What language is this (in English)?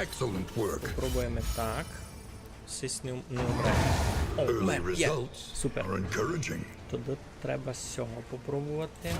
Rusyn